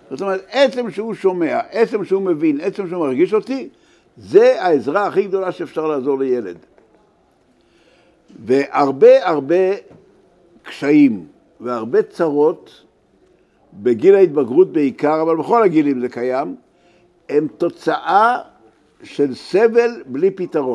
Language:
Hebrew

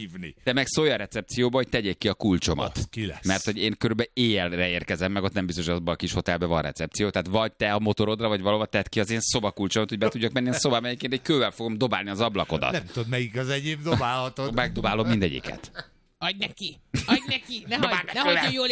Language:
Hungarian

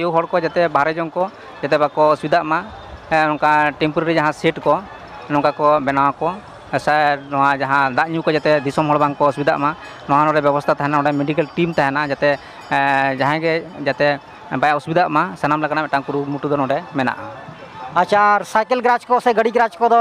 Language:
Santali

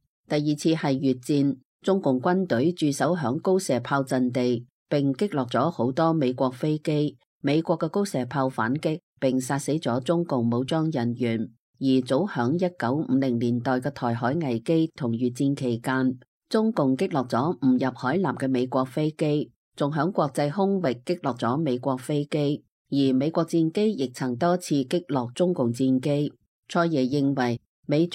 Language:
Cantonese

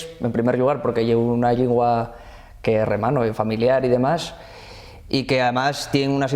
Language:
Asturian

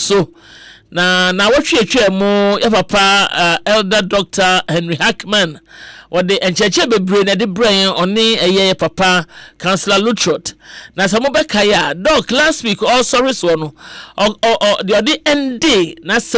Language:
Akan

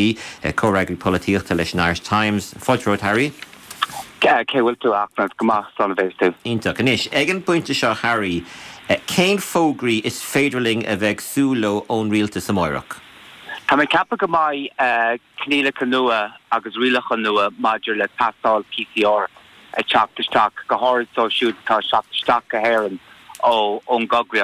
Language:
Irish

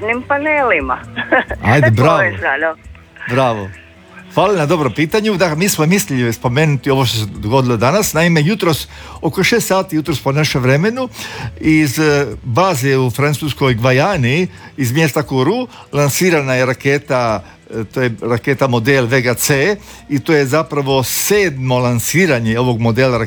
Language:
Croatian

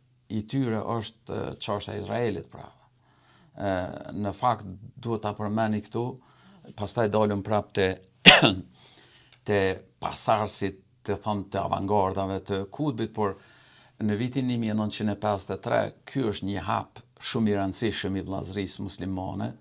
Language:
Albanian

